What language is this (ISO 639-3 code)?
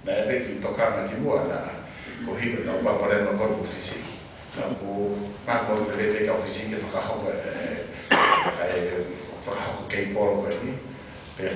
ton